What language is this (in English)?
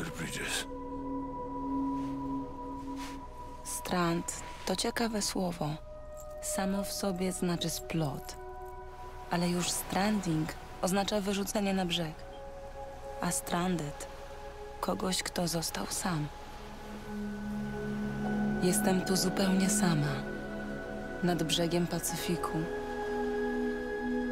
Polish